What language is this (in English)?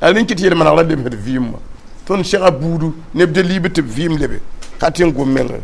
Mossi